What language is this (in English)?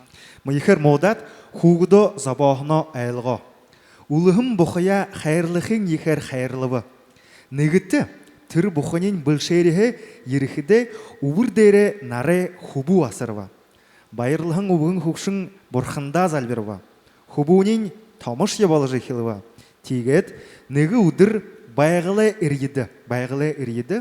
Buriat